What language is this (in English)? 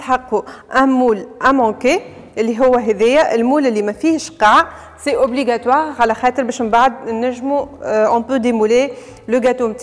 Tunisian Arabic